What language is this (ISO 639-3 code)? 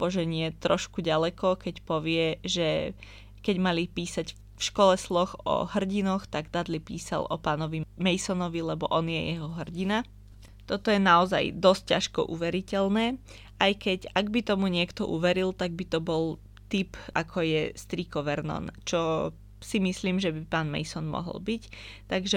slk